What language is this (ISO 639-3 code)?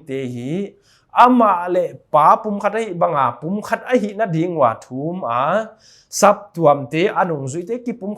pck